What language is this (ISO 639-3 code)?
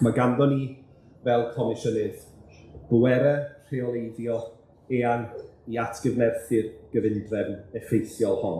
cym